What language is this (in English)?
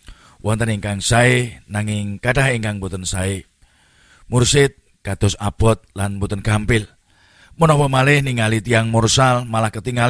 Javanese